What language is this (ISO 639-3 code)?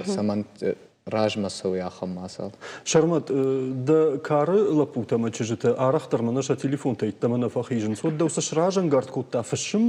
oss